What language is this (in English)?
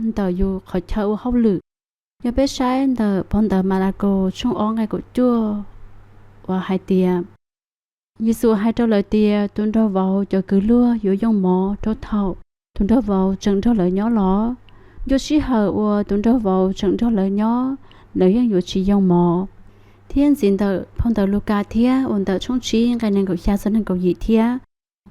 Hmong